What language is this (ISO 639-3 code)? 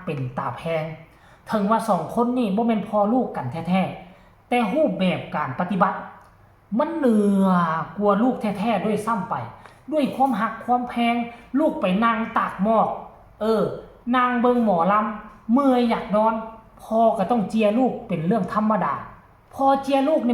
tts